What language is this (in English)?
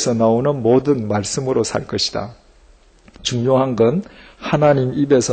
Korean